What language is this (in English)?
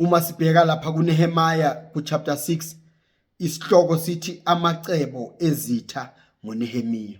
Zulu